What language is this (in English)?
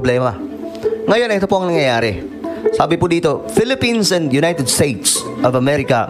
Filipino